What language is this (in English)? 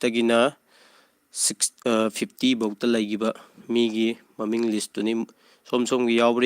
Manipuri